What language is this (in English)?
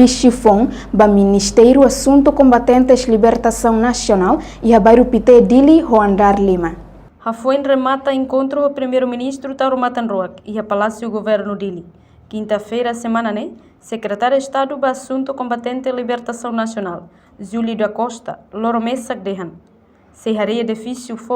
Tetum